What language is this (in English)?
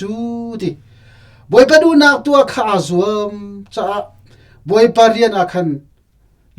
Hakha Chin